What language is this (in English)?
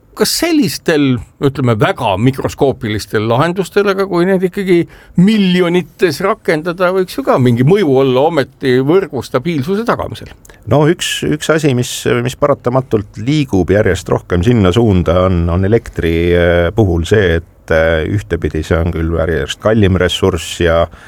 Estonian